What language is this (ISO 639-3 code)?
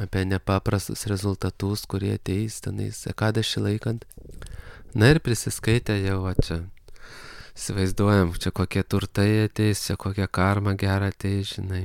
lit